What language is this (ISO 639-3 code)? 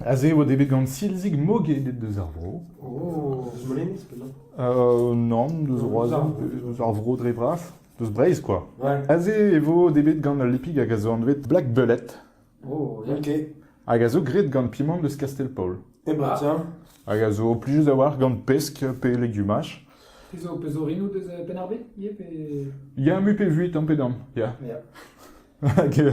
bre